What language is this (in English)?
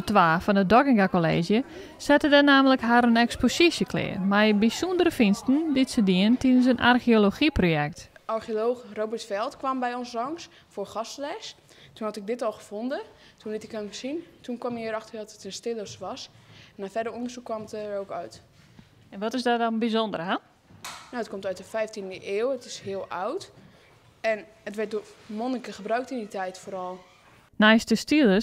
Western Frisian